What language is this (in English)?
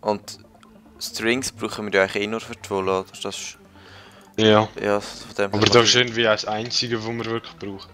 Swiss German